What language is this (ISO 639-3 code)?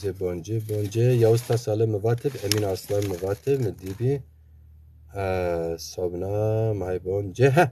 zza